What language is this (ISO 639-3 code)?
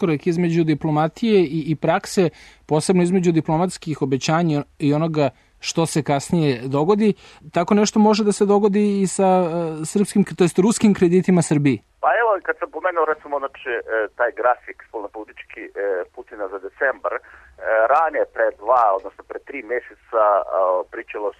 srp